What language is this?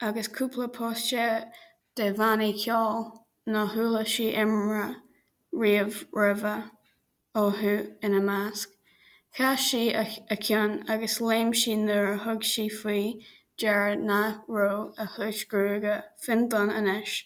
Irish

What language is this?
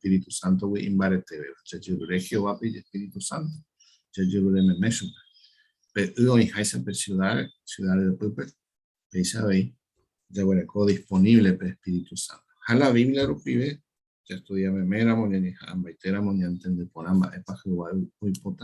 Guarani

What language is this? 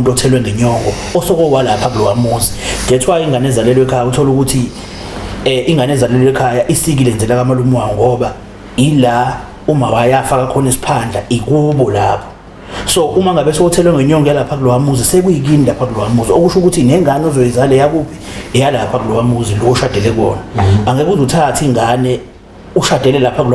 Zulu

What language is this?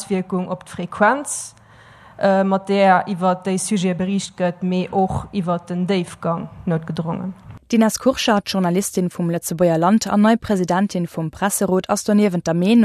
Luxembourgish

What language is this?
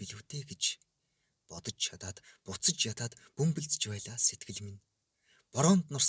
Mongolian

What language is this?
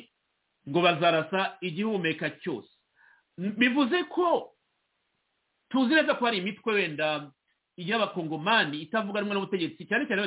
Kinyarwanda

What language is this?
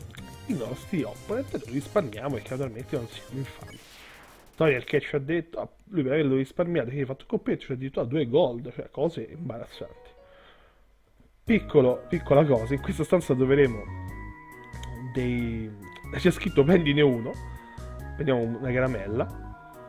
Italian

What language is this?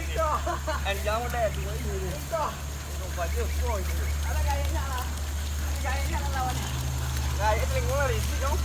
Minangkabau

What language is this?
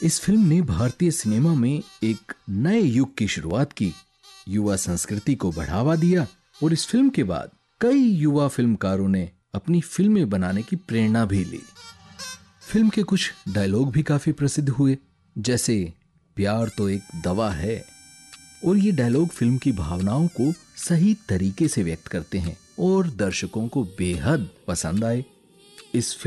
Hindi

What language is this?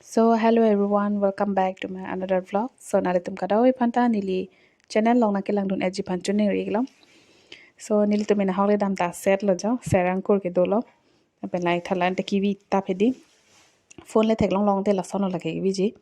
Karbi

